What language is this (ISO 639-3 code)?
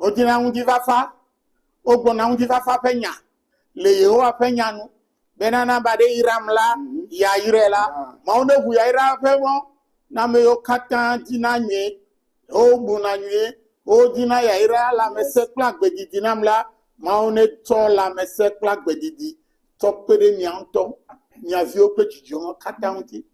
ewe